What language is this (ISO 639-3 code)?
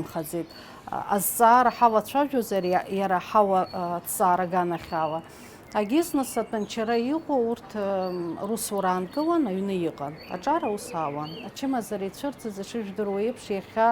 abk